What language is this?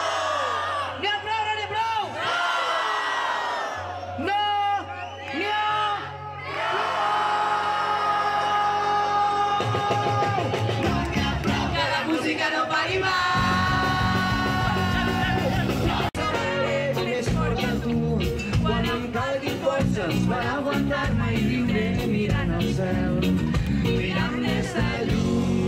Catalan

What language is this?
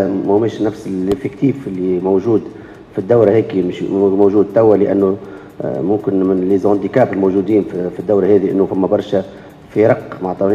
Tunisian Arabic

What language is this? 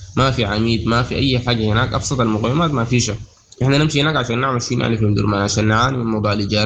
Sudanese Arabic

